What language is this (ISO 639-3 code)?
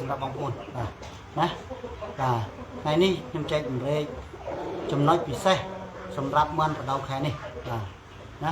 khm